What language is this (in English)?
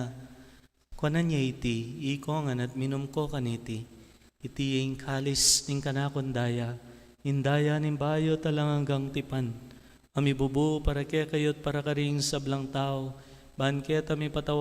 Pampanga